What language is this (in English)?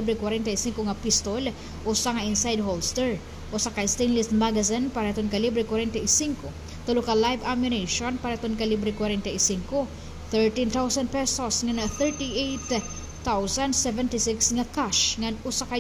Waray